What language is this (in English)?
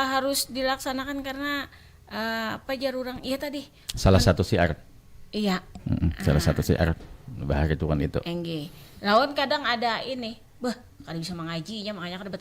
Banjar